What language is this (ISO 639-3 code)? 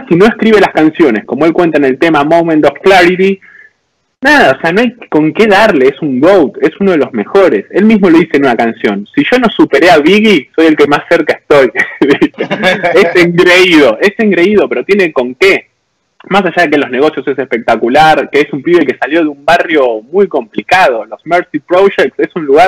spa